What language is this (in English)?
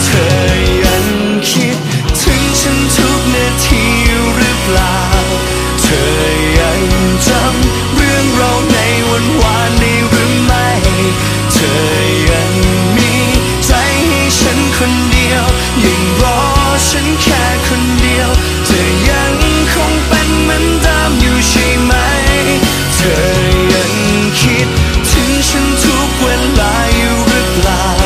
Thai